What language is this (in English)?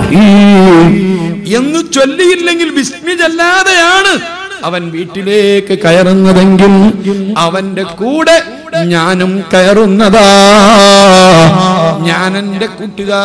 Malayalam